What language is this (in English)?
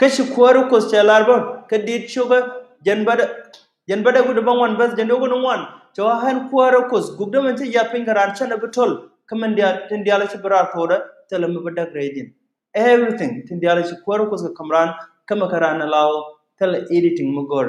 Nuer